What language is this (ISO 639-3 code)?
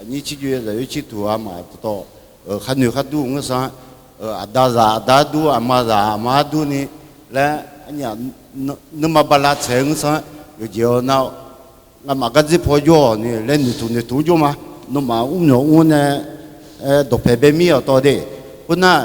ahk